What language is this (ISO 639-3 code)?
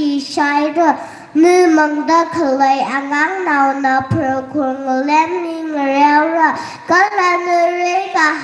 nmf